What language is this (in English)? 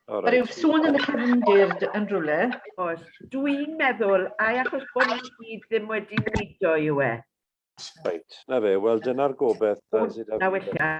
Welsh